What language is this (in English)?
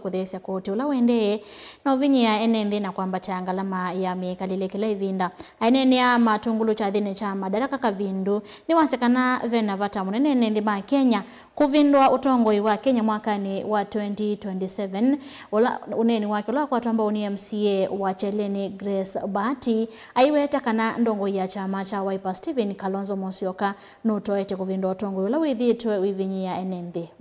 Kamba